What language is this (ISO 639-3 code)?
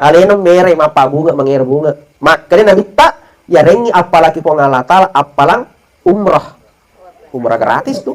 bug